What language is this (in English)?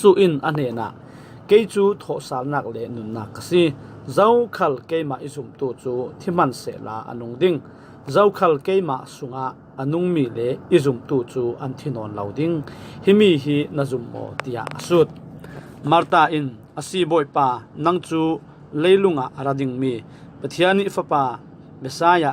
Falam Chin